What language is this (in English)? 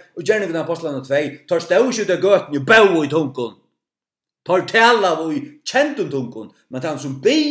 Faroese